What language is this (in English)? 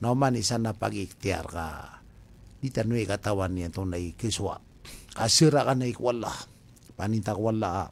Maranao